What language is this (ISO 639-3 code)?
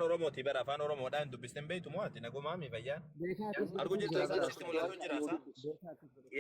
orm